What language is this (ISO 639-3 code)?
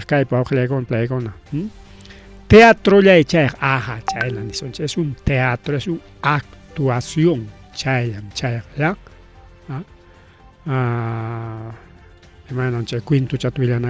quy